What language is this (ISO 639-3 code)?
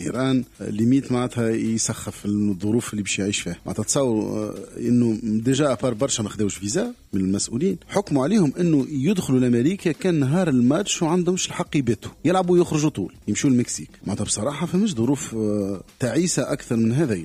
aeb